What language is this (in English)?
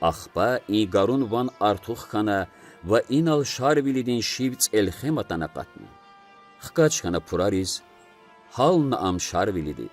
Lezghian